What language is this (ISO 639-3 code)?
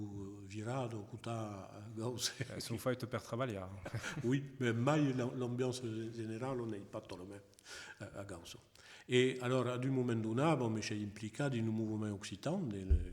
oci